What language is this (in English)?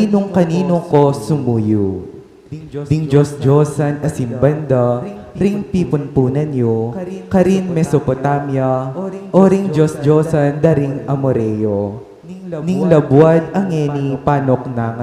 Pampanga